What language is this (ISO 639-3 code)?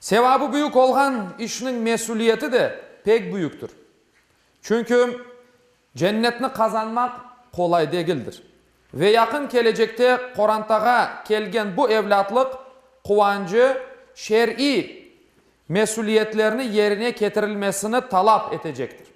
crh